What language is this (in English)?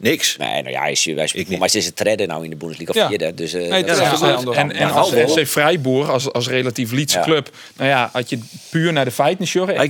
Western Frisian